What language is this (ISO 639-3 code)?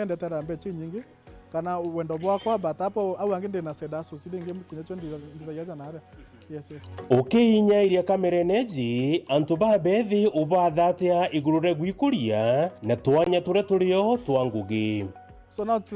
mer